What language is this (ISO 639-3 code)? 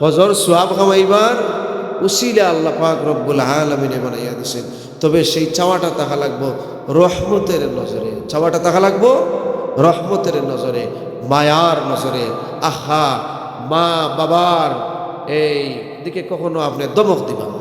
syl